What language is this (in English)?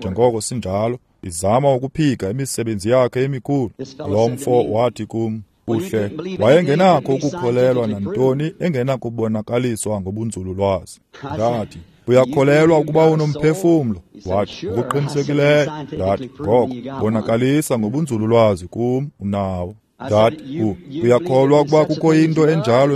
Xhosa